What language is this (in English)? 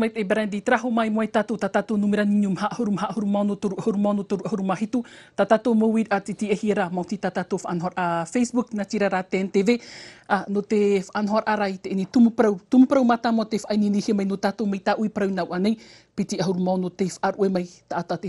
Tahitian